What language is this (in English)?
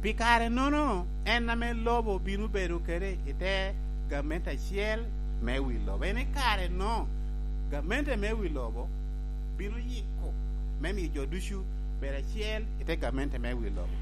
Lango (Uganda)